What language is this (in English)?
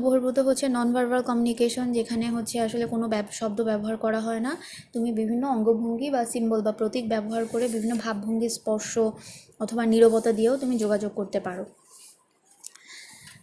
Bangla